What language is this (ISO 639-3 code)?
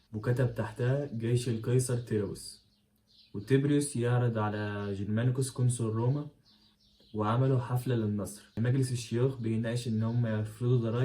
arz